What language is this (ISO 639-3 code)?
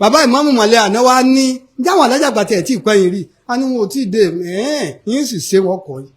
yor